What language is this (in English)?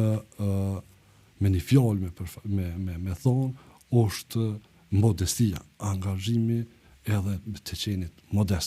Albanian